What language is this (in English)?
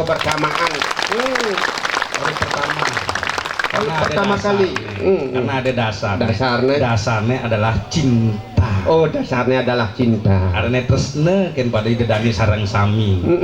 Balinese